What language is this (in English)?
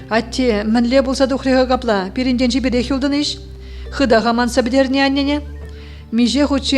Chuvash